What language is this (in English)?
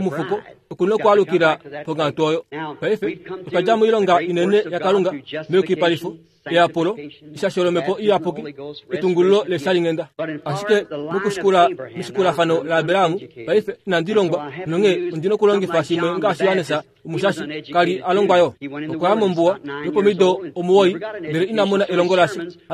Kuanyama